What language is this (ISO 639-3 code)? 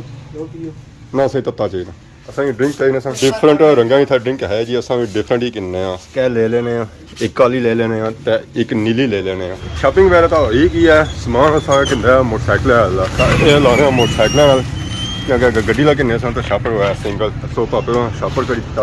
phr